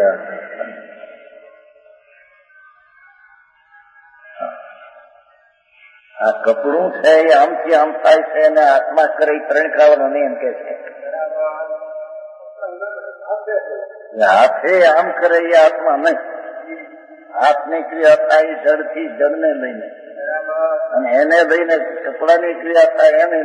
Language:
Gujarati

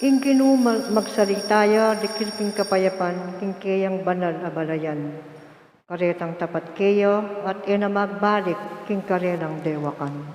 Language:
Pampanga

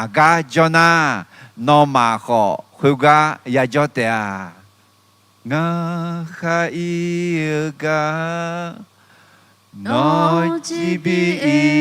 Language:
Akha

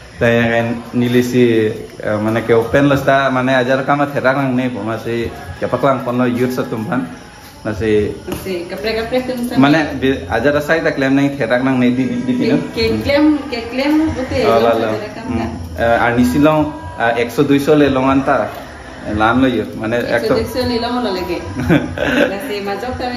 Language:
Karbi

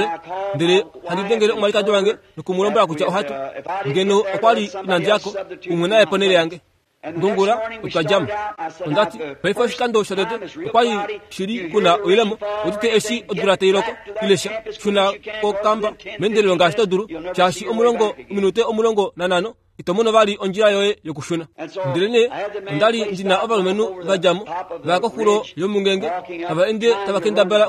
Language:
Kuanyama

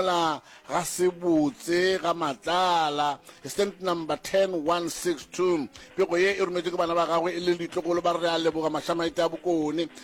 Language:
Northern Sotho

